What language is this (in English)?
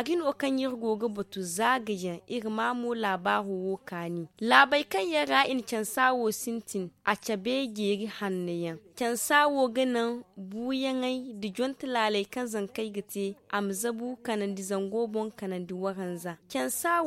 Zarma